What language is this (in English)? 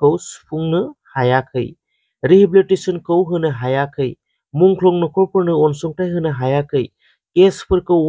Bodo